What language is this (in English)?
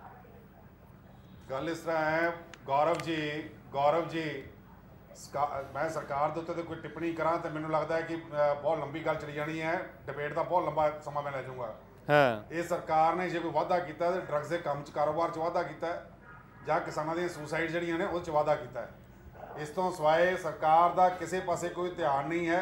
Punjabi